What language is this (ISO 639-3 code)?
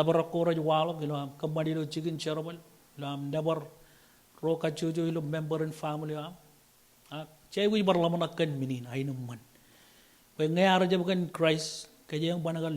mah